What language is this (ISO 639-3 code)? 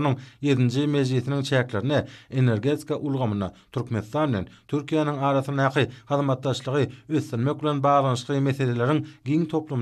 tuk